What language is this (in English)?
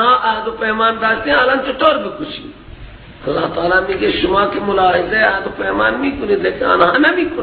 Persian